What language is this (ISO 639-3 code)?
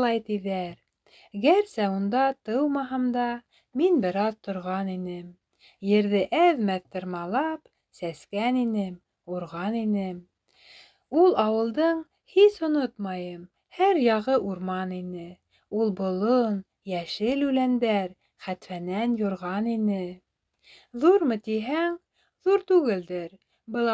bak